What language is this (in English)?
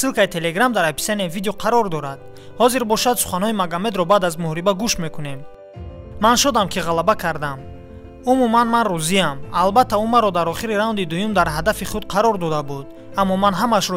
Tajik